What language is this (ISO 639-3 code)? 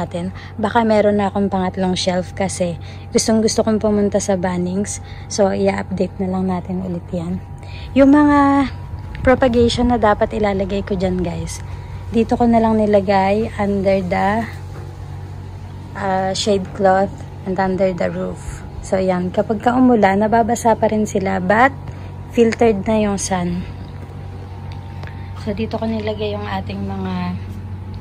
fil